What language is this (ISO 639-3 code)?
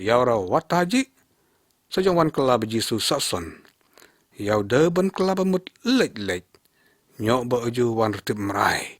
lyg